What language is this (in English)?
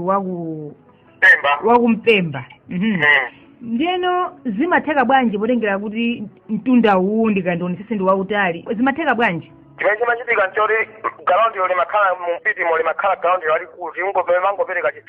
Nyanja